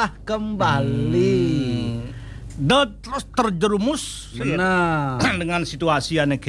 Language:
Balinese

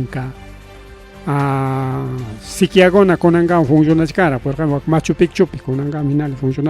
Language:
Ayacucho Quechua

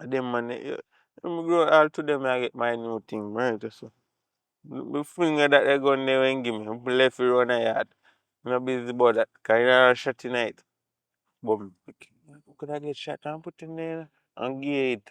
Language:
Jamaican Creole English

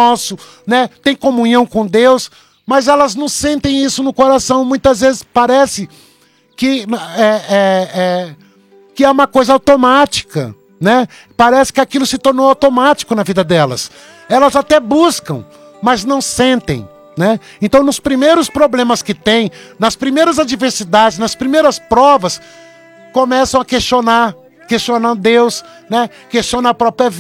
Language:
Portuguese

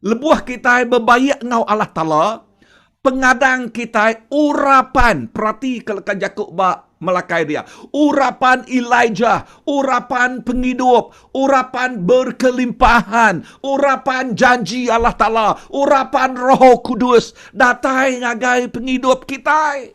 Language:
Iban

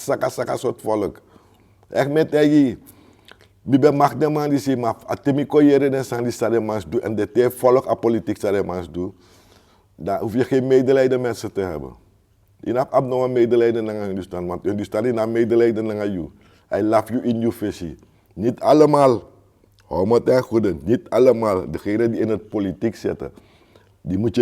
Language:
Sranan Tongo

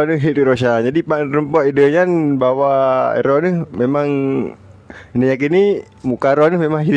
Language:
Achinese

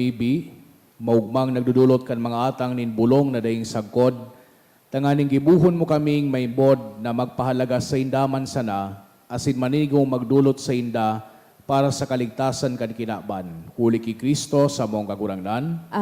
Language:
Bikol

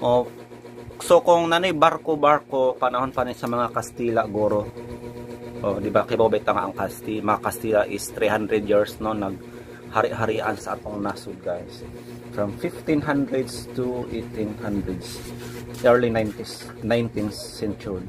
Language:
Cebuano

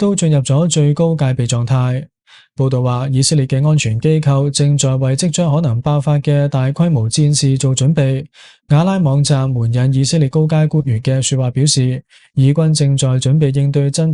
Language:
Cantonese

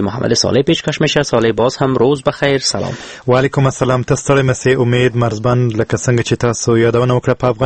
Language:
Persian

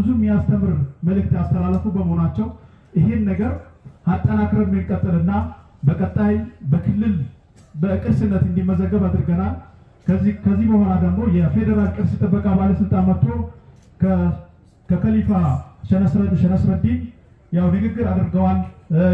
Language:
Amharic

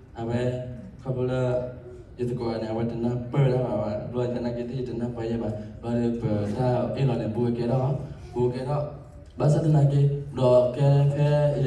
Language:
S'gaw Karen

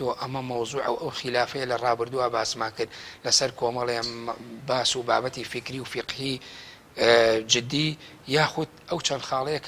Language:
Central Kurdish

